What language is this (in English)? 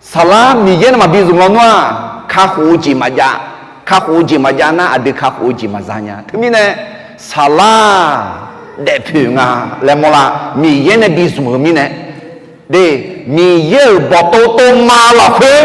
Akha